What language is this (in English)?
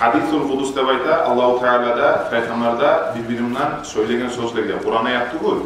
Kumyk